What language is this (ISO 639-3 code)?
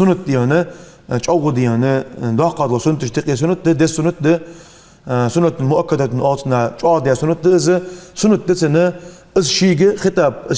inh